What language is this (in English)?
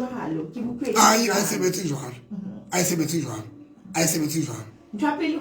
Southern Sotho